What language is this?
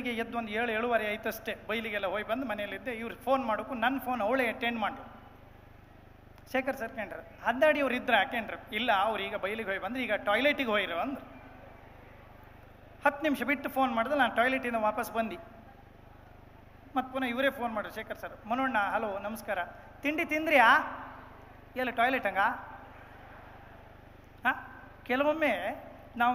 Kannada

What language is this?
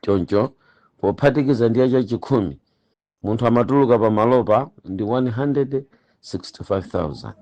Nyanja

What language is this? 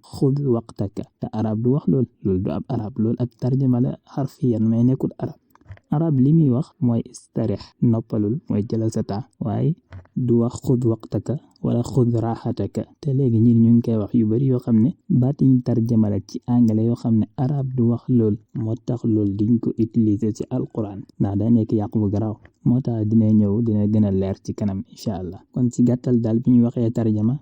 Wolof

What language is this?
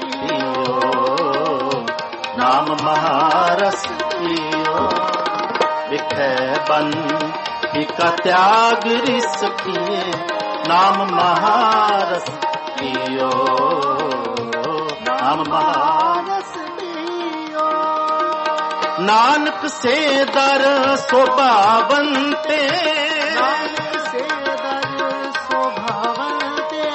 Punjabi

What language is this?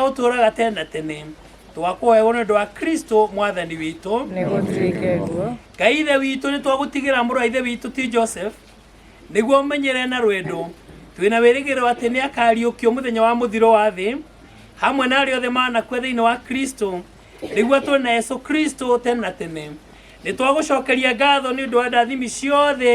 Kikuyu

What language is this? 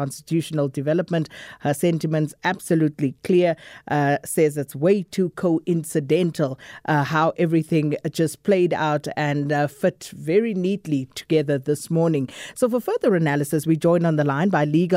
English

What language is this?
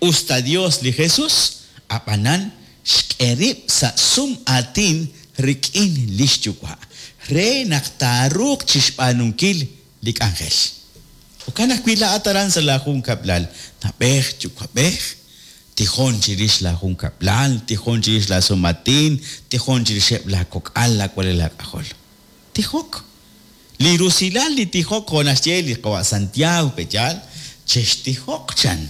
Kekchí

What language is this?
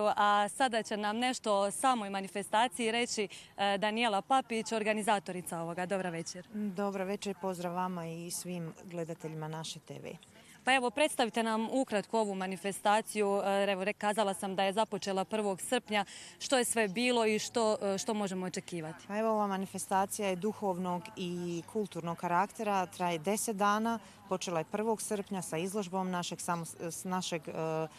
Croatian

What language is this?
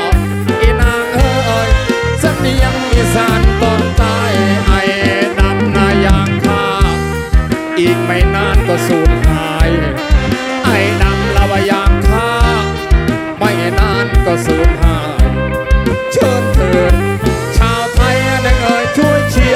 Thai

